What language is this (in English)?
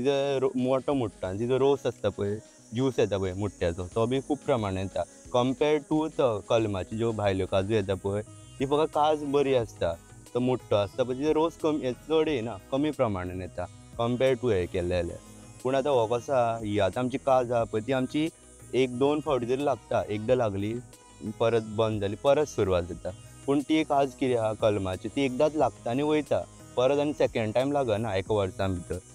Konkani